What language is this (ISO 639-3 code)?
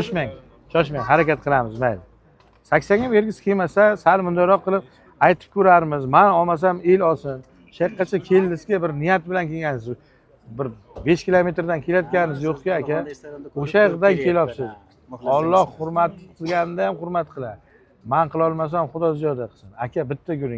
uzb